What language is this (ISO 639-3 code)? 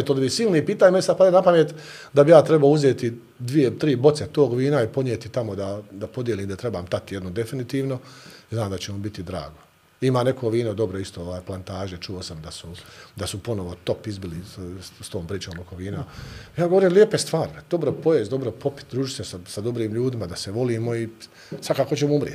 bos